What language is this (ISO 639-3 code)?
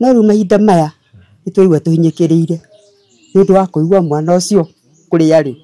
kik